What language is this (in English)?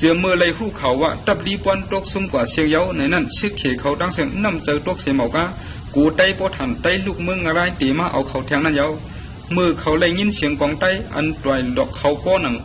Shan